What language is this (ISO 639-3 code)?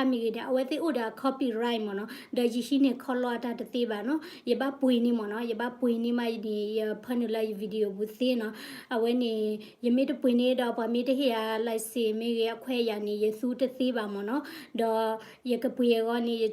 ksw